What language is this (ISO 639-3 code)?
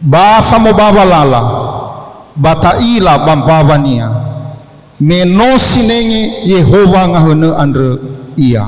nia